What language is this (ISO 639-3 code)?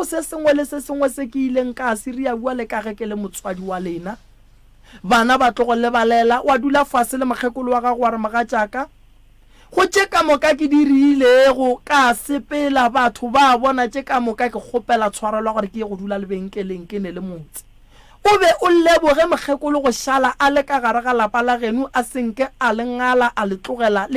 nso